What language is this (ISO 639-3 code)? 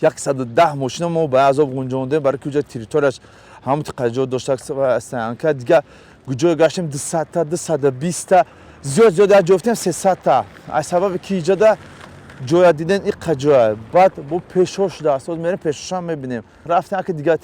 tgk